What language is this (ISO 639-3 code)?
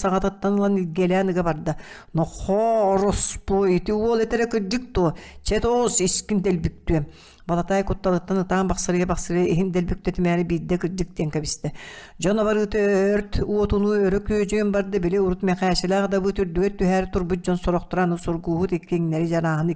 sah